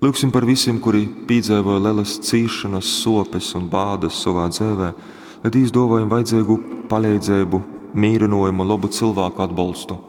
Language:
Latgalian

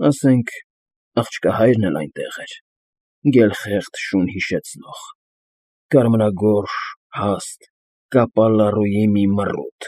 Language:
Armenian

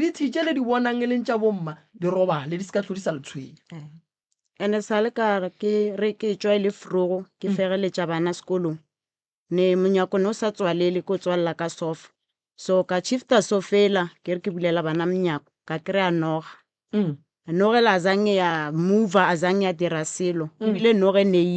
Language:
Northern Sotho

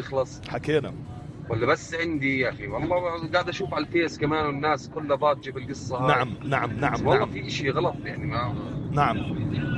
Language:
North Levantine Arabic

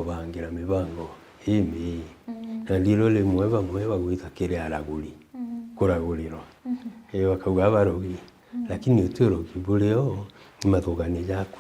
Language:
Meru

